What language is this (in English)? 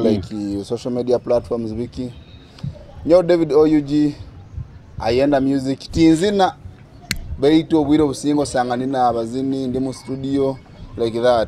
Nyoro